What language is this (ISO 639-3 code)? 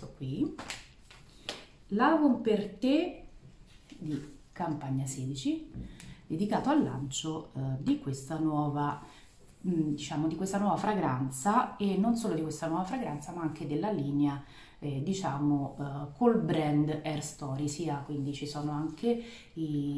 ita